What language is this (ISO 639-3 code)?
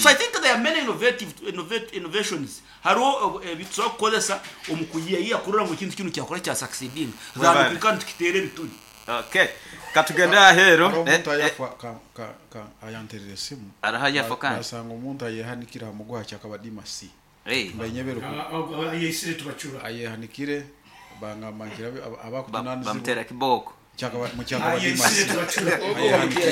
nyo